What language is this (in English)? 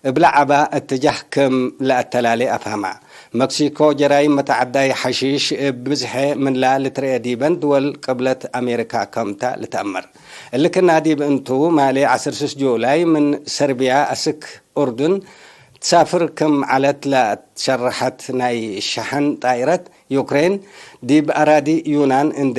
Tigre